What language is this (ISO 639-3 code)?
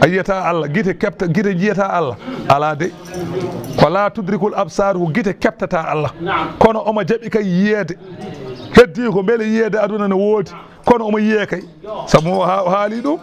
ful